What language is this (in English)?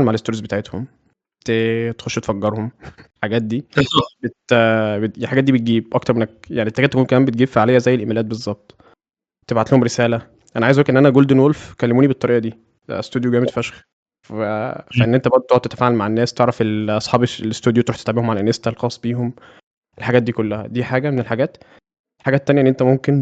Egyptian Arabic